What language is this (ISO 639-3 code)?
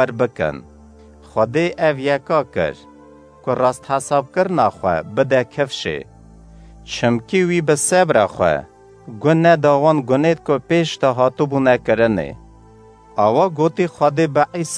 kur